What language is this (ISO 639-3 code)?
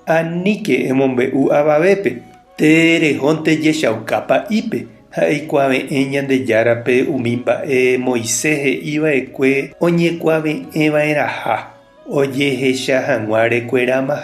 grn